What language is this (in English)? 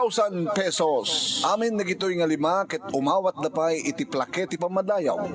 Iloko